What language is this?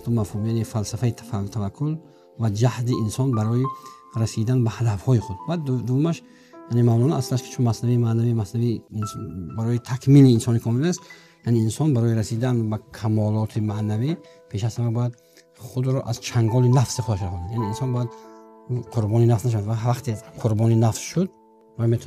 Tajik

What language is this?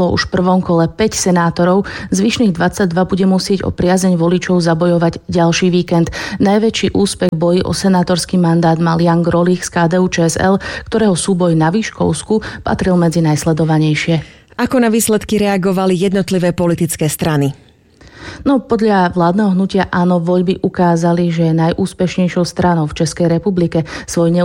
Slovak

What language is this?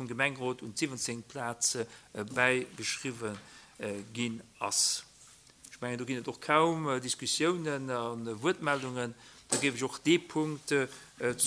Luxembourgish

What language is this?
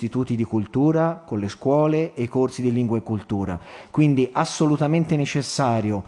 Italian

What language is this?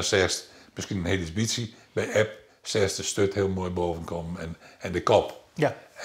Western Frisian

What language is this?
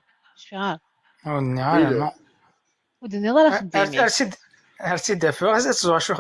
Kabyle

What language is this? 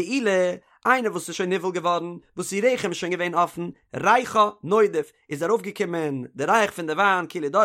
Yiddish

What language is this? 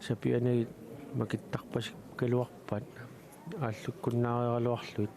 Kalaallisut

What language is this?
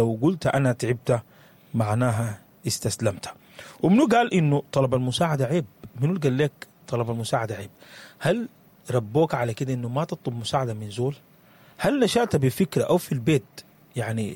Sudanese Arabic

